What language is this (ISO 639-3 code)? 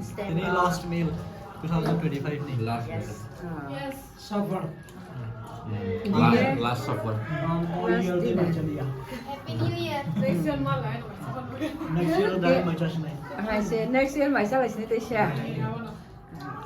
trp